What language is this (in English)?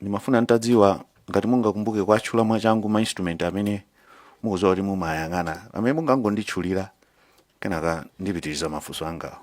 Nyanja